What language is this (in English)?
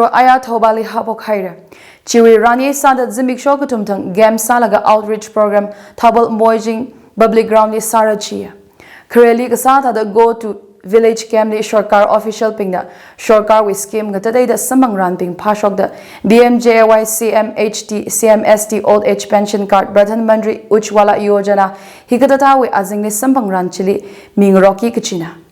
Tangkhul Naga (India)